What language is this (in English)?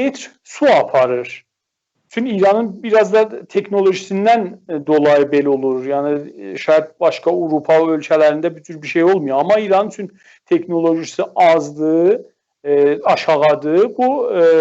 South Azerbaijani